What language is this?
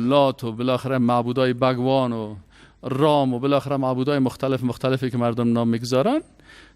Persian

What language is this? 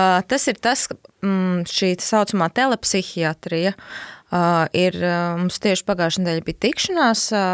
Latvian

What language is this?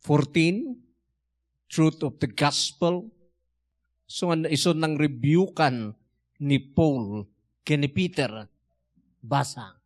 Iloko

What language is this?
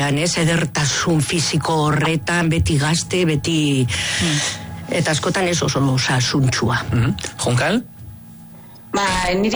Basque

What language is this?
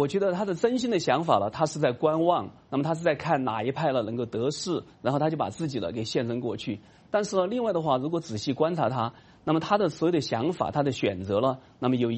Chinese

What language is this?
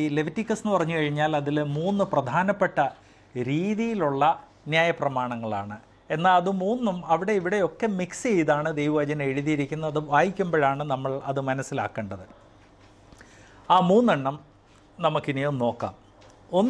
Malayalam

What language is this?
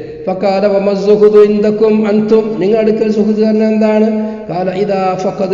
Malayalam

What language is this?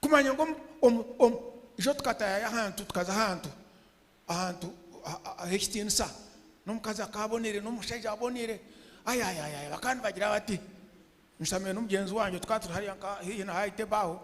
Nyankole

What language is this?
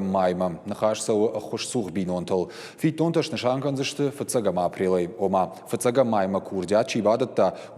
Ossetic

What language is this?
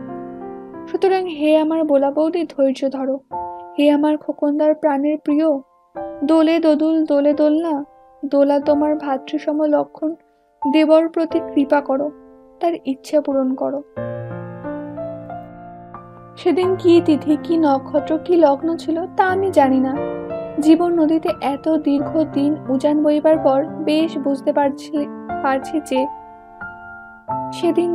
Bangla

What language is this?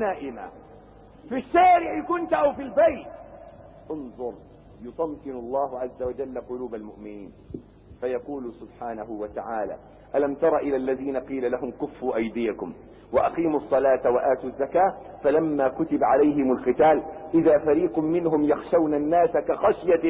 Arabic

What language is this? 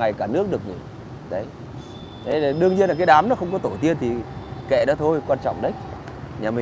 Vietnamese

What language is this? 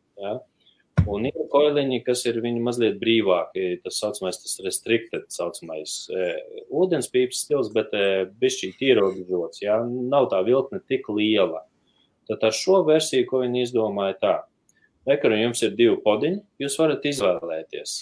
Latvian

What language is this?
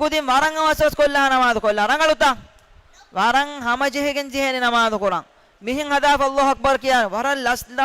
Divehi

